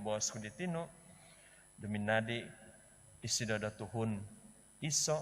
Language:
Central Dusun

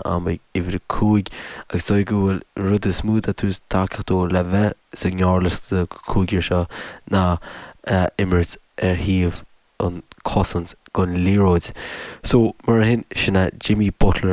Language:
Irish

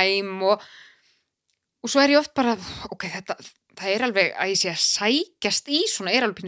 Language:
Icelandic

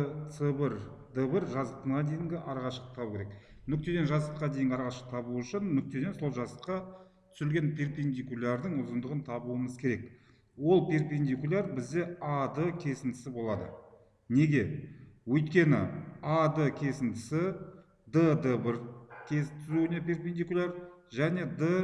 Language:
Kazakh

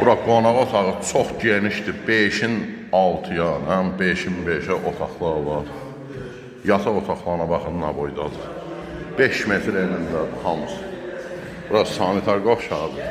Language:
Azerbaijani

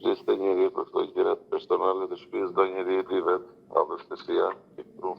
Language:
Albanian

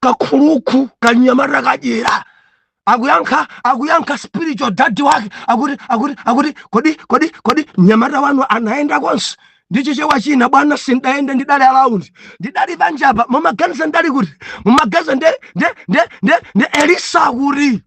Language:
Nyanja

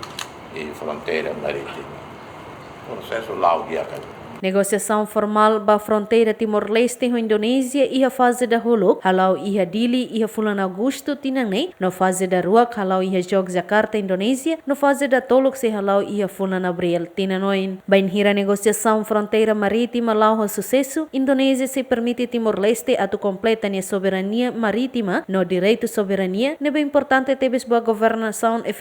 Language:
Tetum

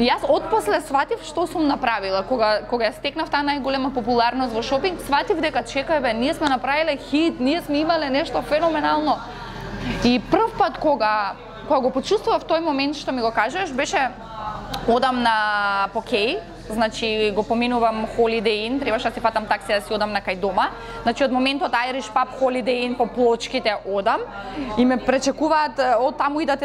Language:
Macedonian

